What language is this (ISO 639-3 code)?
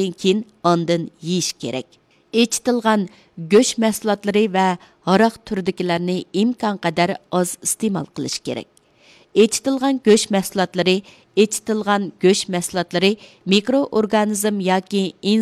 uig